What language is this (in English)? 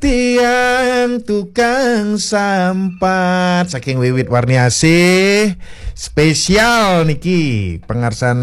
Balinese